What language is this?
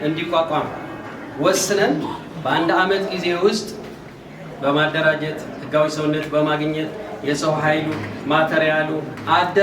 Amharic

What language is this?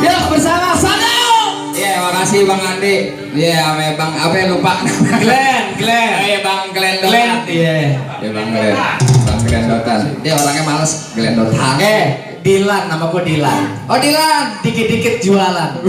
Betawi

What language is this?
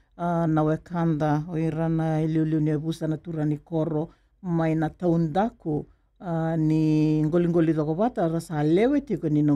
Fijian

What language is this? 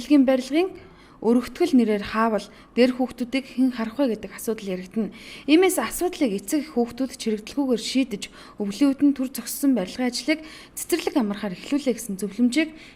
Mongolian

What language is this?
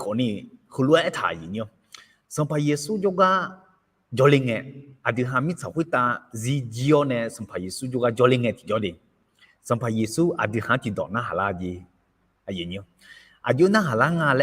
Akha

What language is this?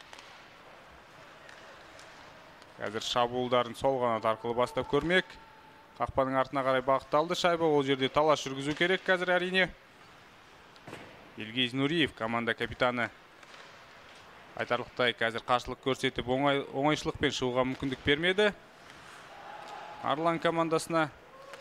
Kazakh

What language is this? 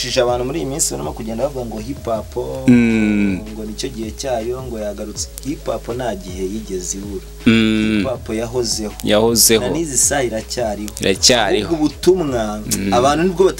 Kinyarwanda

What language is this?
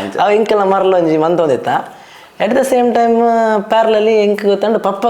Tulu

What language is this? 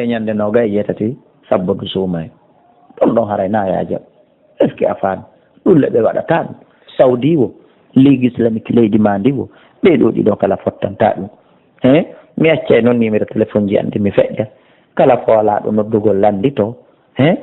Fula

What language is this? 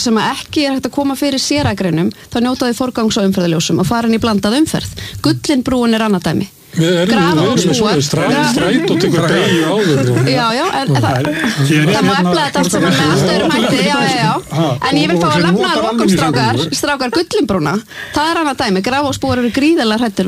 Icelandic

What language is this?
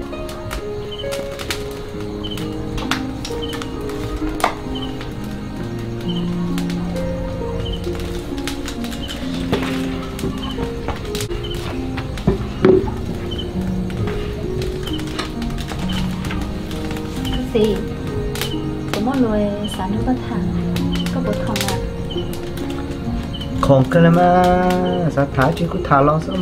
Vietnamese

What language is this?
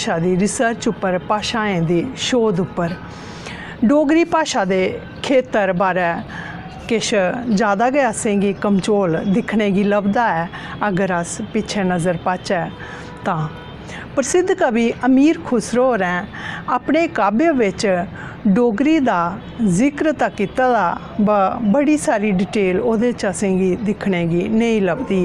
Dogri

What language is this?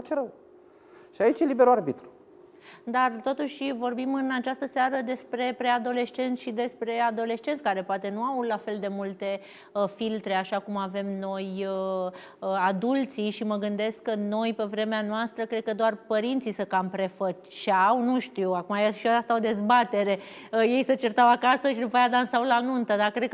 Romanian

